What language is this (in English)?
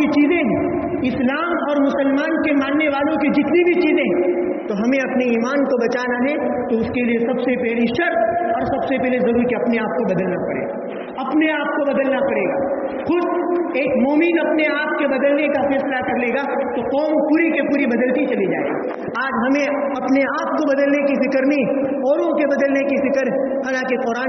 Urdu